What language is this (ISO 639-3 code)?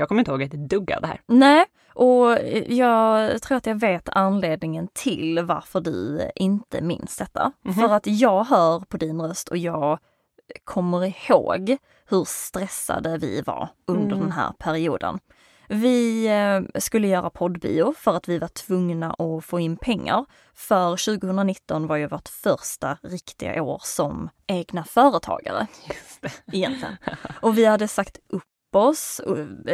swe